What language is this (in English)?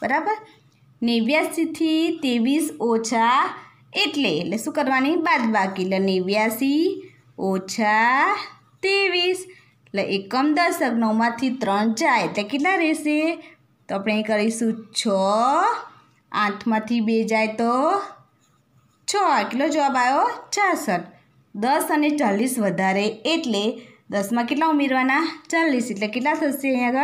Gujarati